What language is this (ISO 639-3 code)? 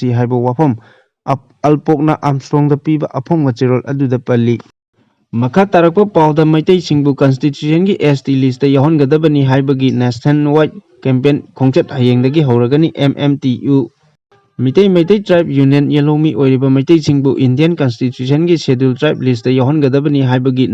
mni